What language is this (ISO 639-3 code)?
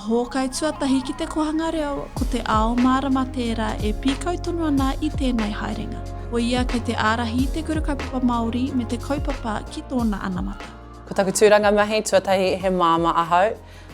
mri